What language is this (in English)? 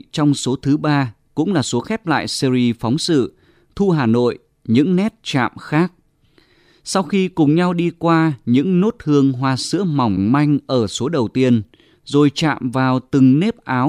Vietnamese